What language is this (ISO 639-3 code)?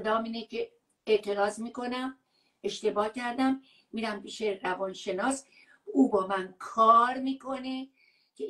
fas